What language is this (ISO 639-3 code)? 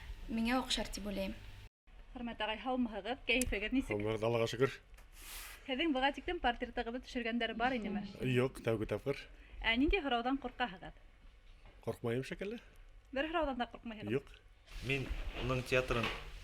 bak